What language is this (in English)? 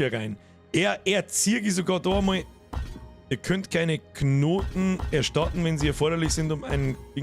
Bavarian